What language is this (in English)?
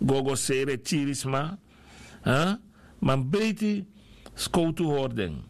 Sranan Tongo